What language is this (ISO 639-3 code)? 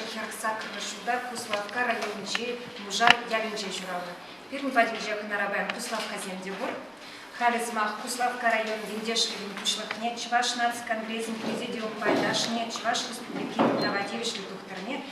chv